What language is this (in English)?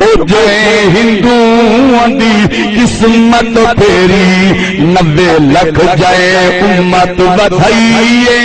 Saraiki